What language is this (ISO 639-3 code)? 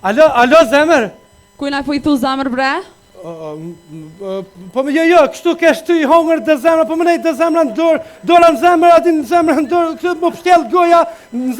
sqi